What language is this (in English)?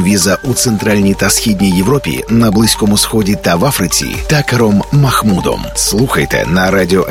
Ukrainian